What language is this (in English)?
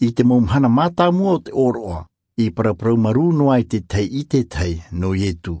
Tahitian